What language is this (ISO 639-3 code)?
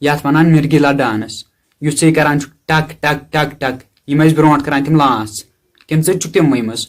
kas